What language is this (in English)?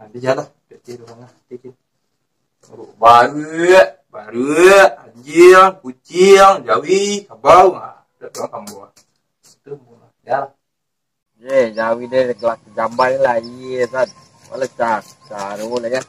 Minangkabau